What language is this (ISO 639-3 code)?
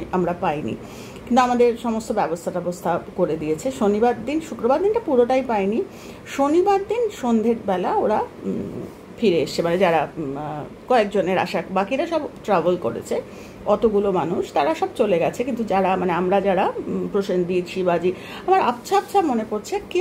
ben